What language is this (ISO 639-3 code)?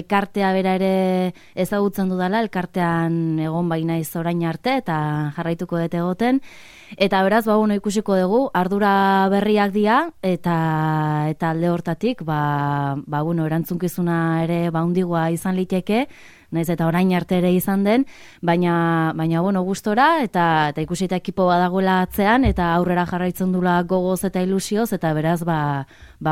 eus